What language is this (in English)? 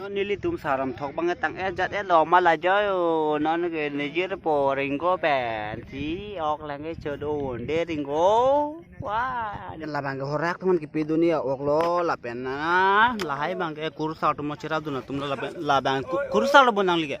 Karbi